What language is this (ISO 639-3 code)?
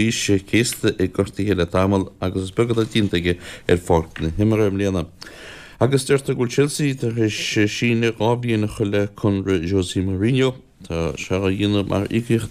gle